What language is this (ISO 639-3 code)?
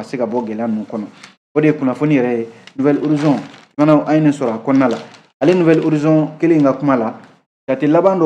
bam